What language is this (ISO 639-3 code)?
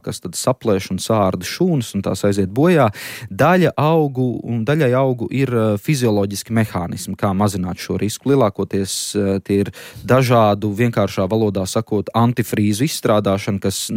lav